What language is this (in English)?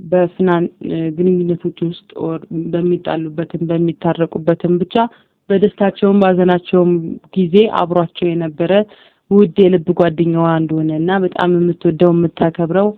Amharic